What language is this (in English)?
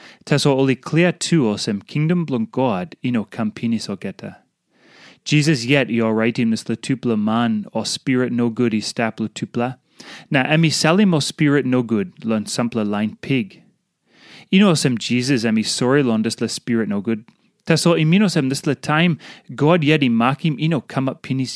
Tok Pisin